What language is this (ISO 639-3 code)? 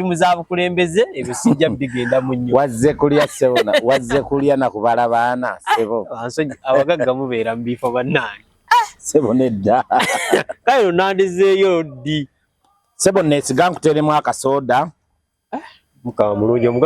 lug